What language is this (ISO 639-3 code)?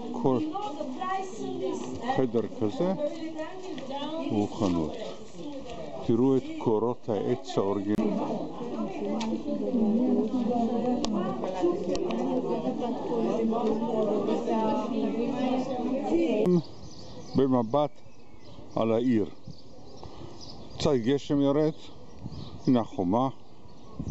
heb